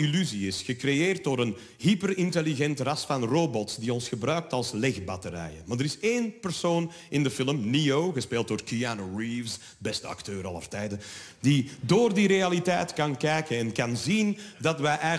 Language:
Dutch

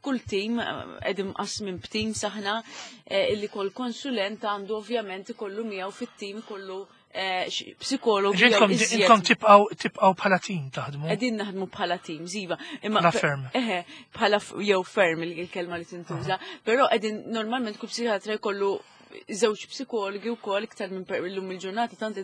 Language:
Maltese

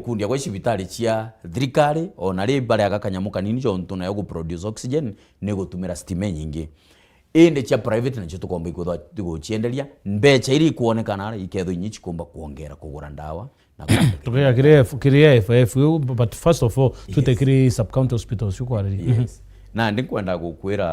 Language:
Meru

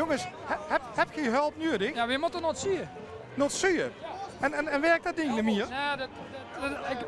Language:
Limburgish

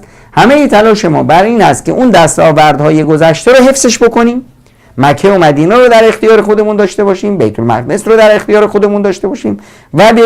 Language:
Persian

